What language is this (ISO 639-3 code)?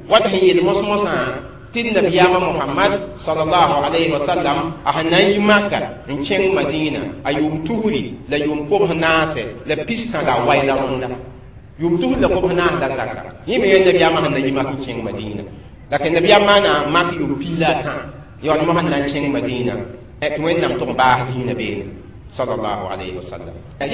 mos